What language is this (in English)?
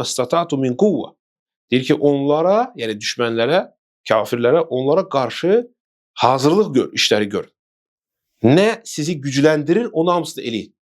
Azerbaijani